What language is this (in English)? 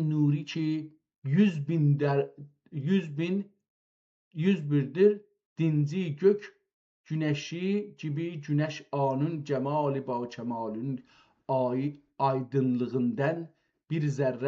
South Azerbaijani